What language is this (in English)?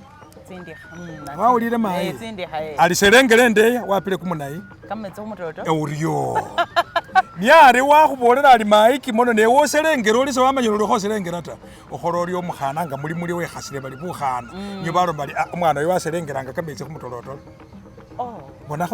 Masaaba